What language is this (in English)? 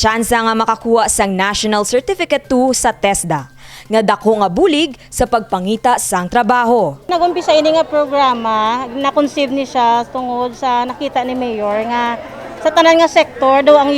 Hiligaynon